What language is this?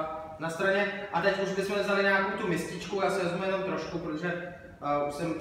Czech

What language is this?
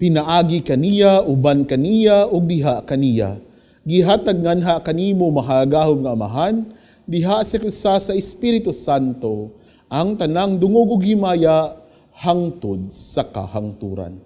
Cebuano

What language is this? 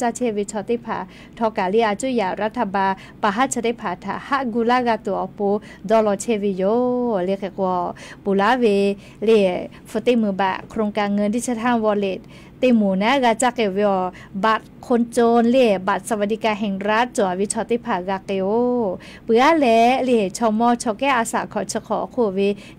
Lahu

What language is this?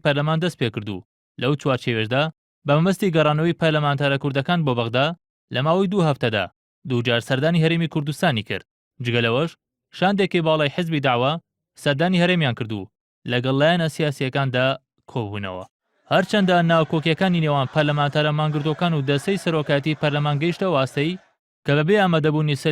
Central Kurdish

